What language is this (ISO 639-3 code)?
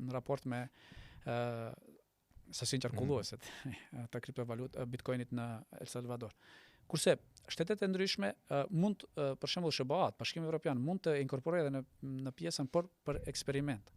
sqi